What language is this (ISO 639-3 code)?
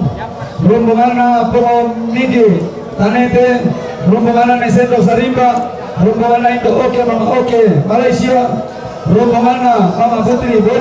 sda